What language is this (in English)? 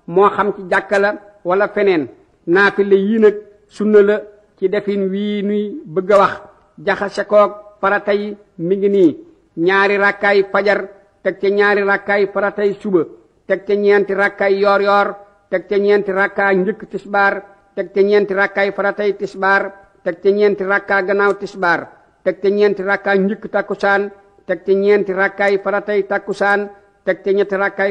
Wolof